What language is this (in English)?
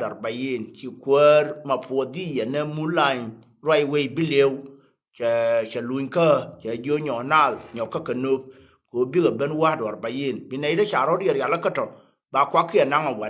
Nuer